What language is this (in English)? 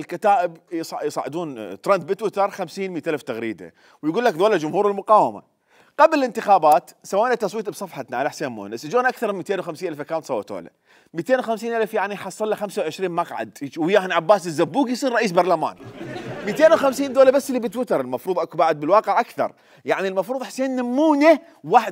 Mesopotamian Arabic